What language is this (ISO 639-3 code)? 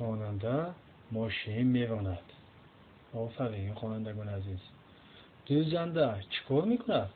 tgk